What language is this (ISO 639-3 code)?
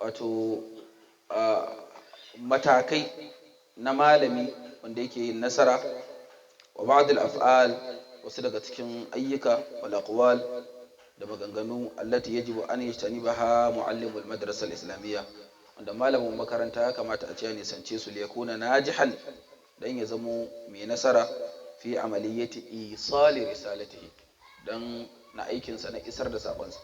hau